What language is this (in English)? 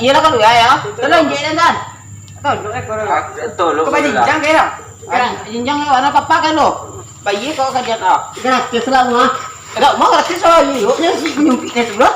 Minangkabau